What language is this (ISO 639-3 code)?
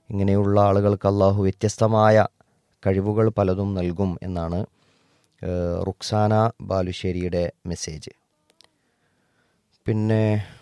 mal